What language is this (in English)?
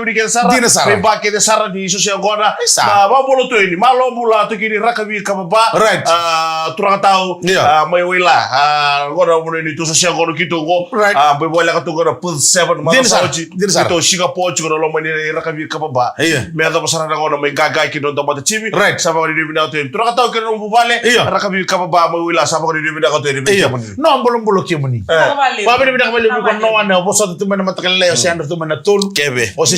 Fijian